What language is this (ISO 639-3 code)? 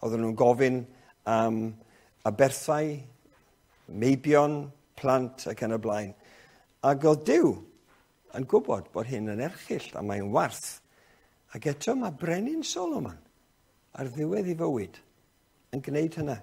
cym